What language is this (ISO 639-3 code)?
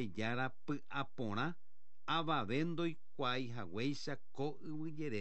grn